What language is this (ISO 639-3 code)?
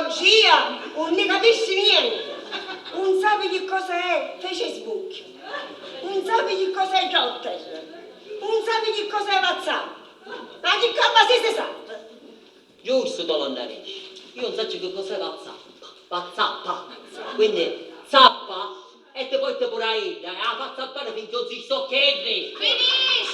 scn